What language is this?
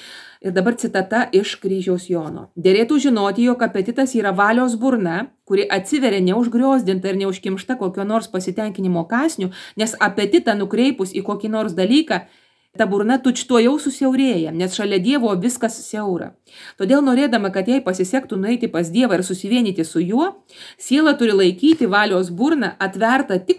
Lithuanian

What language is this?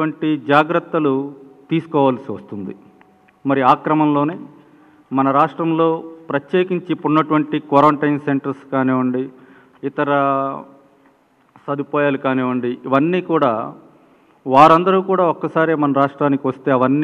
Telugu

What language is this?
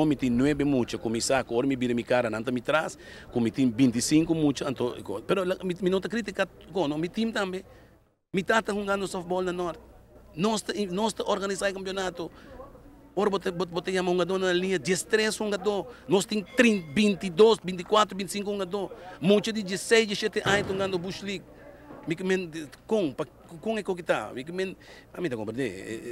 Papiamento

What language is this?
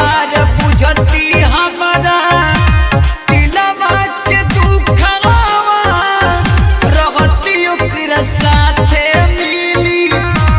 Bhojpuri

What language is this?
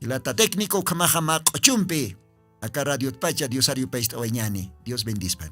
Aymara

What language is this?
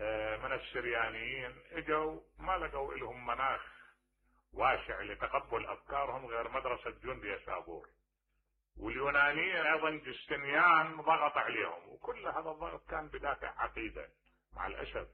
Mesopotamian Arabic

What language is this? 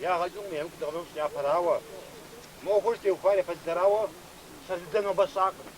Kabardian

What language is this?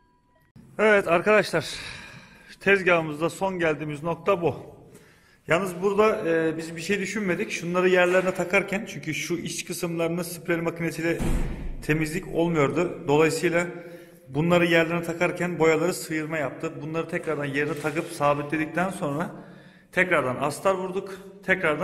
Turkish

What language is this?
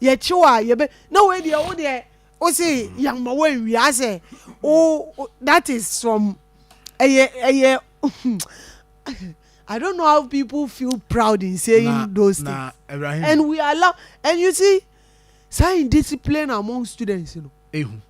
Akan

